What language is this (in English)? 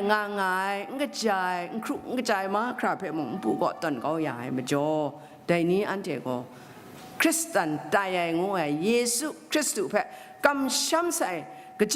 Kachin